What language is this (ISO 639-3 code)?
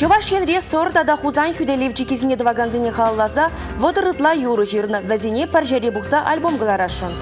chv